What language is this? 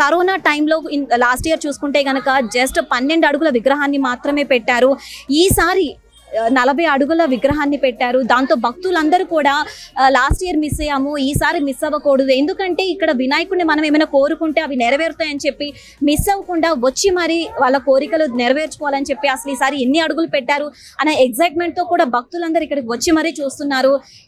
Telugu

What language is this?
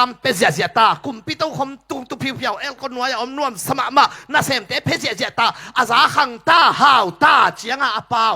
Tedim Chin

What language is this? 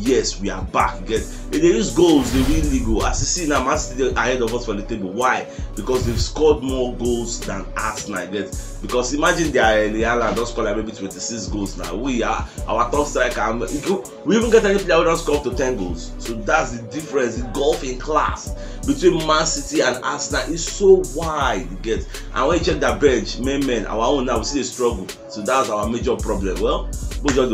Nigerian Pidgin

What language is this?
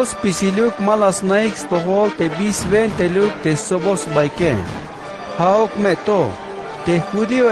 Tzeltal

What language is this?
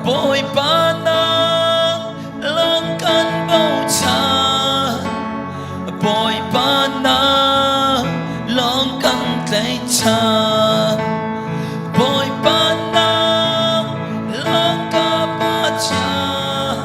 Hakha Chin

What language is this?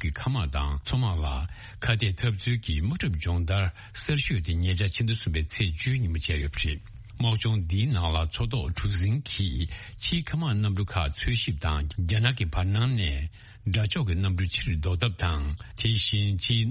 Tibetan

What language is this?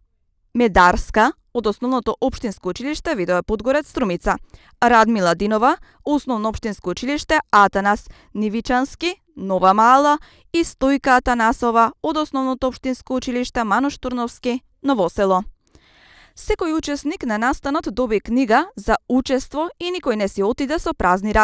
Macedonian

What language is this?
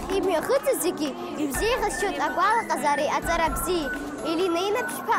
Abkhazian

